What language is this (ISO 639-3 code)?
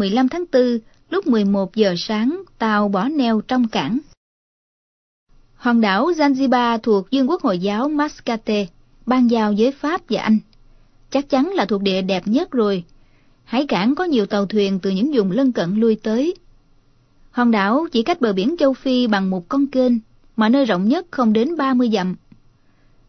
vie